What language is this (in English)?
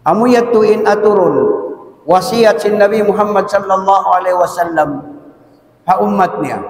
Tausug